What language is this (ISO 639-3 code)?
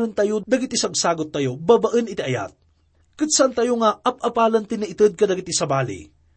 ilo